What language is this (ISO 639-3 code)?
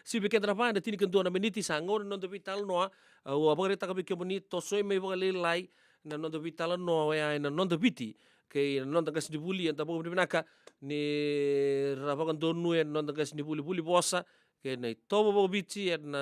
fij